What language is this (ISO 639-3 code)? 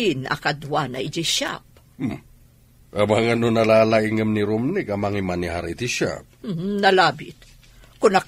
ilo